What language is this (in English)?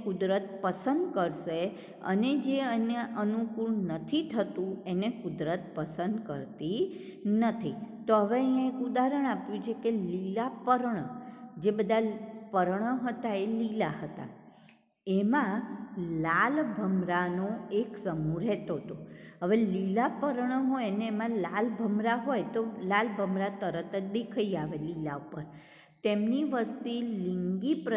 Gujarati